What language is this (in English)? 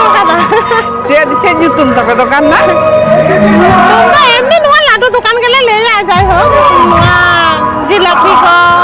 Santali